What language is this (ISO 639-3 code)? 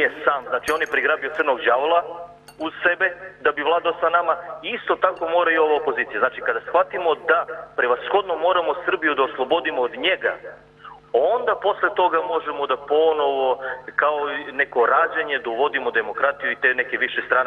srp